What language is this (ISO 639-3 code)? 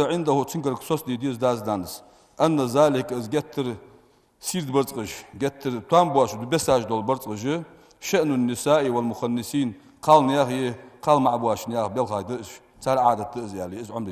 inh